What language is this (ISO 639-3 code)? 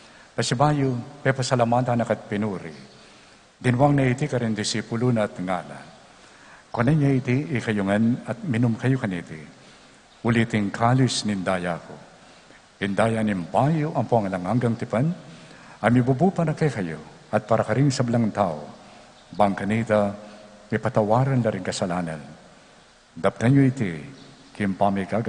pam